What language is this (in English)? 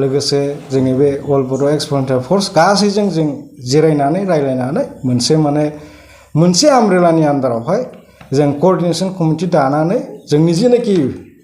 Bodo